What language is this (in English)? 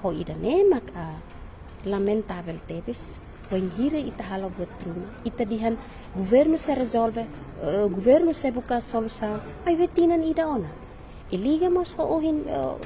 Tetum